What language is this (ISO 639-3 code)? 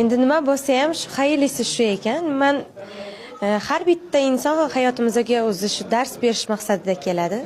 uzb